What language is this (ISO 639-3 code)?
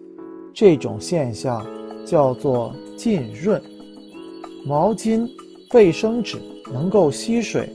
zho